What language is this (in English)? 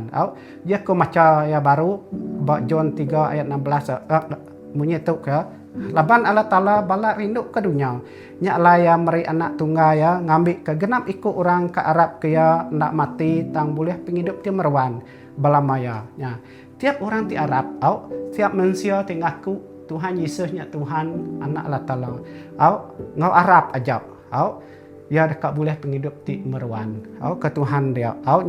Iban